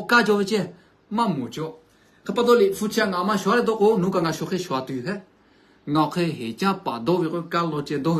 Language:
Lahu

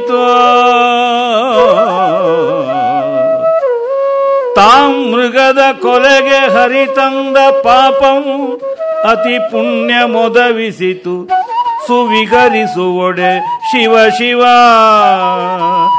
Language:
Kannada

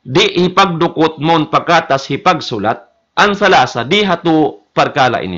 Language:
Tausug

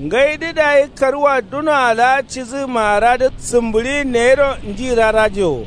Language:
Kanuri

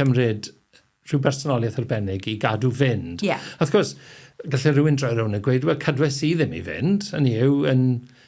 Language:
Welsh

